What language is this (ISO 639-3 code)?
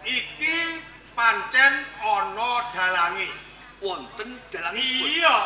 jav